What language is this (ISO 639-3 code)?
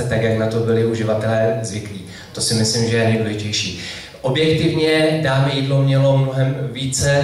ces